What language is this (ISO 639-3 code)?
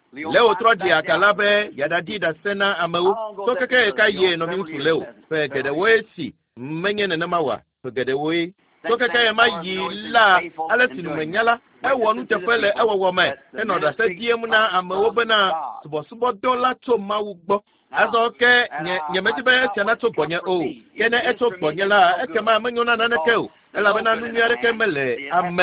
ewe